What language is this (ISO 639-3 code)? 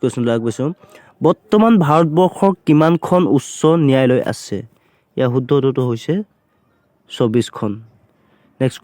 asm